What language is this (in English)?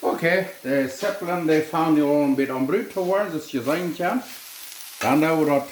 Plautdietsch